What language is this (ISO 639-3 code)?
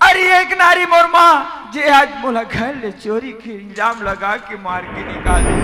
hne